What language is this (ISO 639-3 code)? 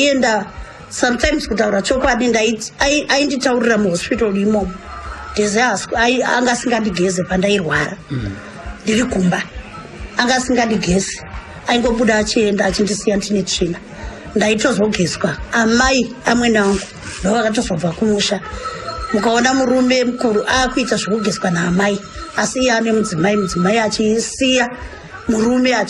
sna